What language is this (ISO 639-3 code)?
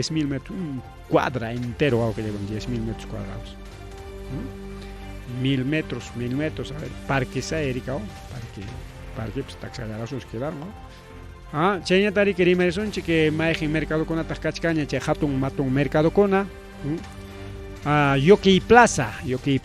quy